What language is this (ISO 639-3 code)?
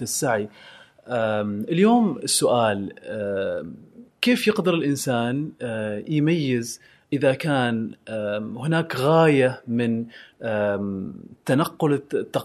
afb